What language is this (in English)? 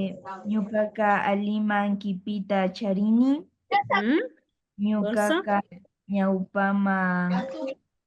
Imbabura Highland Quichua